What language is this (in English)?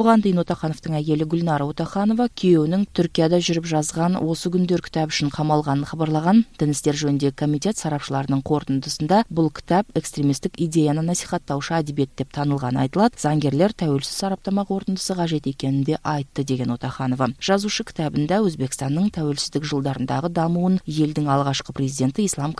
Kyrgyz